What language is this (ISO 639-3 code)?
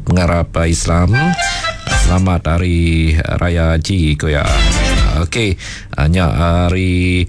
iba